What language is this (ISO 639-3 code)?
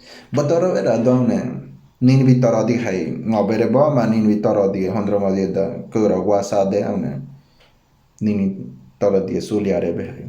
gym